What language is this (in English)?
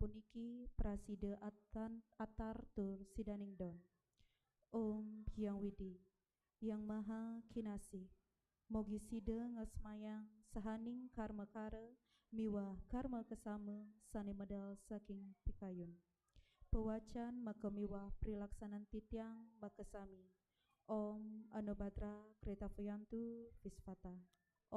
Balinese